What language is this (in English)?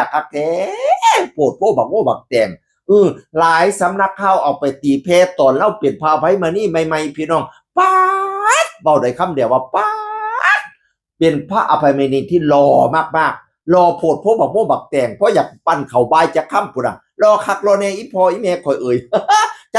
Northeastern Thai